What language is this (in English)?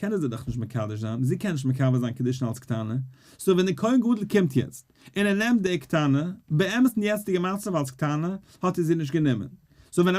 Yiddish